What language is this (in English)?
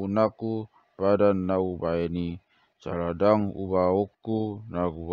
Batak Toba